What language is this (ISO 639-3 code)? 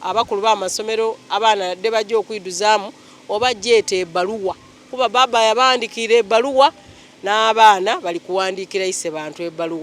xog